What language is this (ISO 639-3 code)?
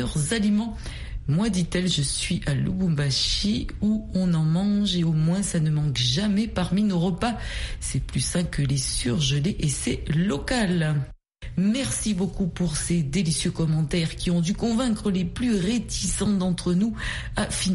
fra